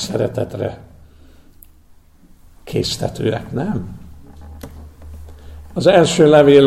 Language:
Hungarian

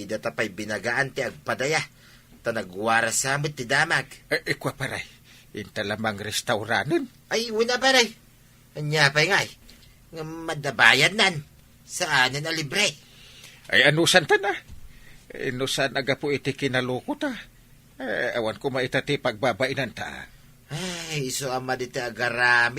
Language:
Iloko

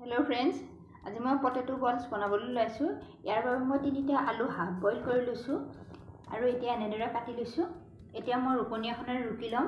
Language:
Assamese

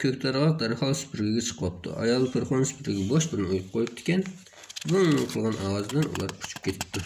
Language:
Uyghur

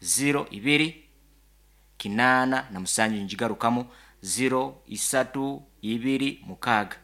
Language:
Nyankole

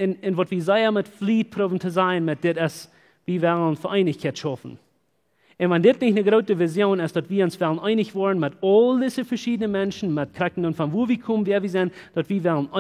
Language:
Plautdietsch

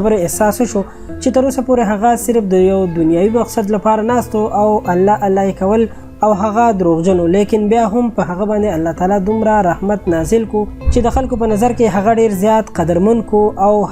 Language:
Pashto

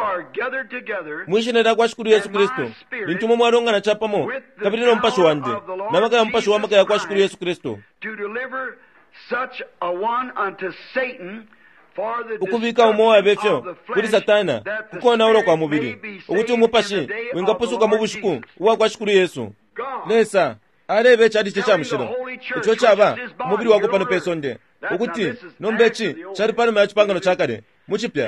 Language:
Bemba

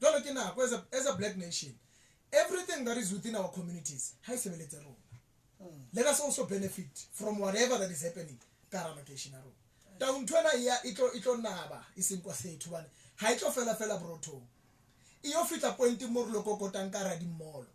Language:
Southern Sotho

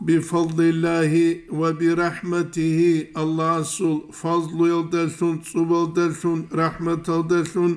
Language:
Avaric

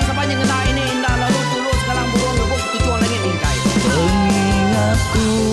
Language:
Iban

